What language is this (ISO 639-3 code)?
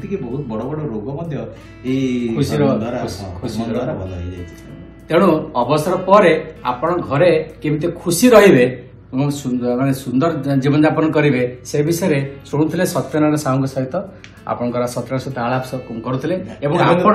ori